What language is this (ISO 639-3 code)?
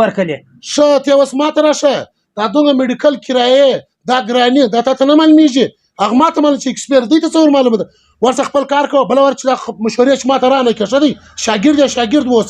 pus